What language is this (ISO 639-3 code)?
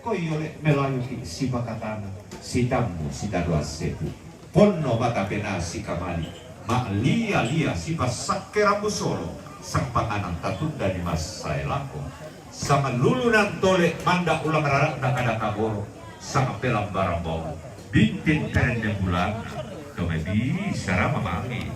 sda